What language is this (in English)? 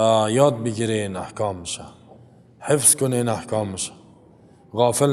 Persian